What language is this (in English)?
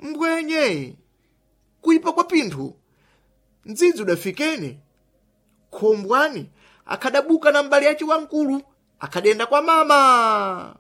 Sena